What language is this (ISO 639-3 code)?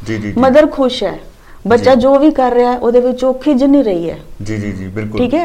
pan